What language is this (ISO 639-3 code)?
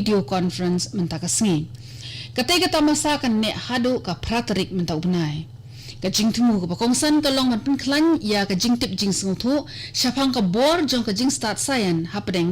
kha